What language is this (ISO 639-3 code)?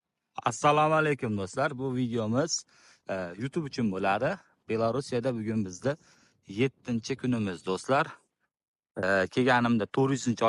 uzb